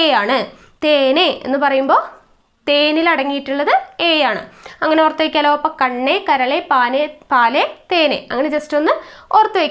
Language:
Malayalam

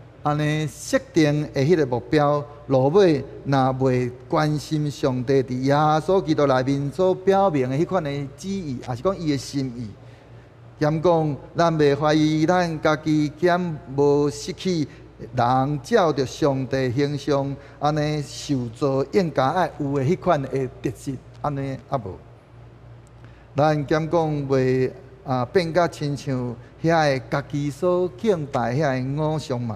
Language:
Min Nan Chinese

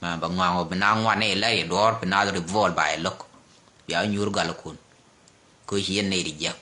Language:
Nuer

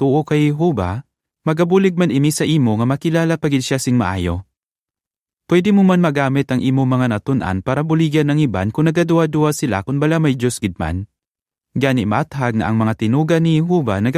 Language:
Hiligaynon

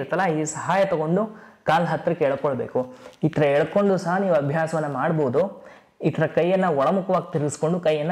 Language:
Kannada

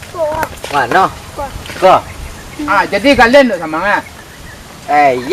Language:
Minangkabau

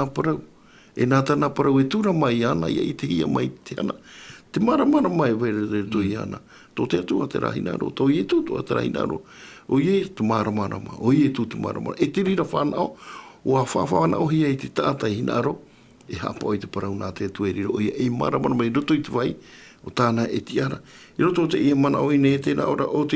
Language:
Tahitian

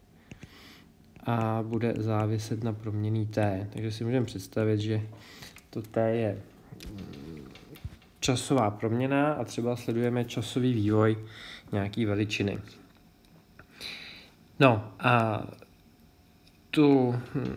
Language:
Czech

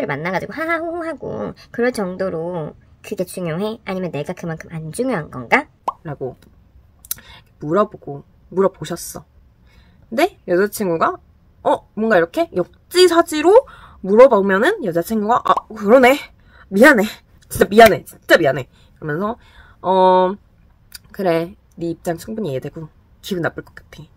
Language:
Korean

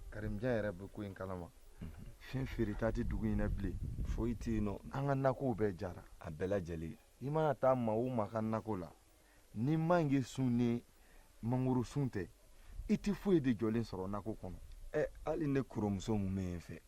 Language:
Bambara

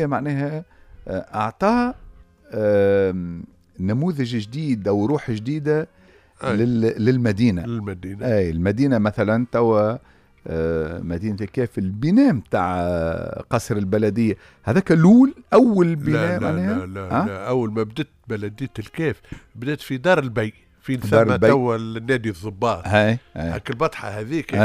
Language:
Tunisian Arabic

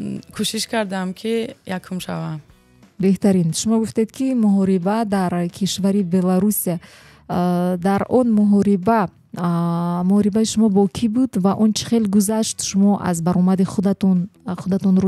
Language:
Tajik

